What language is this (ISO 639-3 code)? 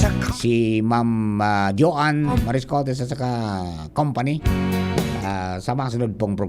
bik